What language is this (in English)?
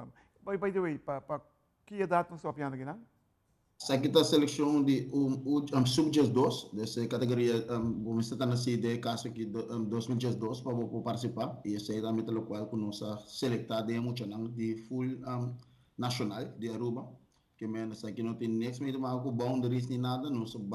Papiamento